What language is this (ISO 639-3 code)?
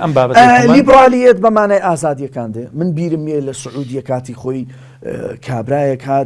ckb